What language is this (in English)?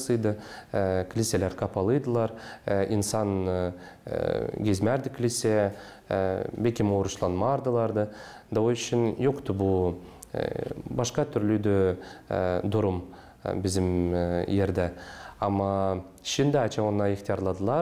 Gagauz